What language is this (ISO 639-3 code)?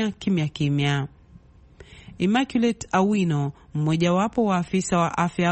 swa